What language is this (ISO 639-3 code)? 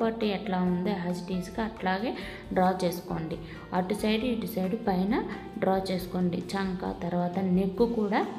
tel